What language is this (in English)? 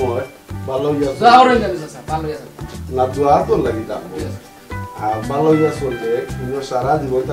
Sylheti